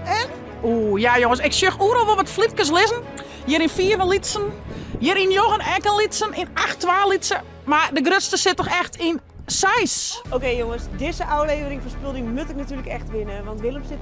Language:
Western Frisian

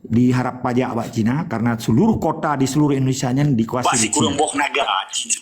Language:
Achinese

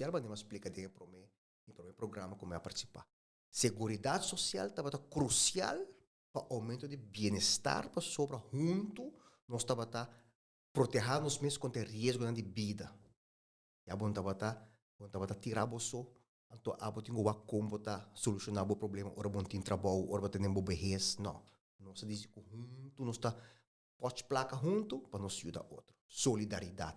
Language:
Papiamento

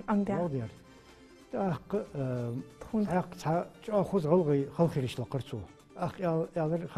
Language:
Ingush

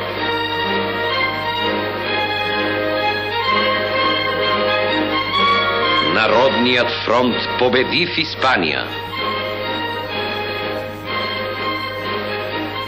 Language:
Bulgarian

